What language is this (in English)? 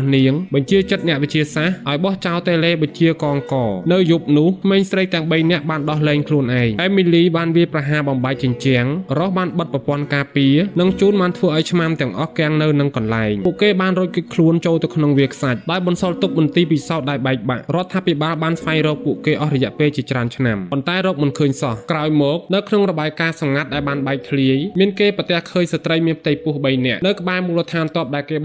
Khmer